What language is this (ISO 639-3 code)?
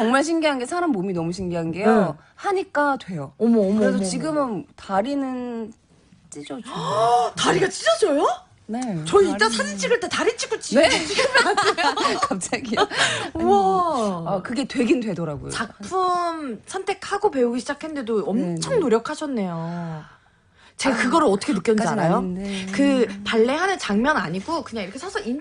kor